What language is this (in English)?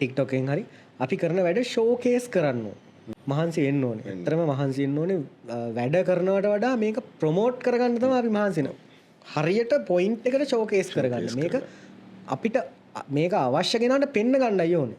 Sinhala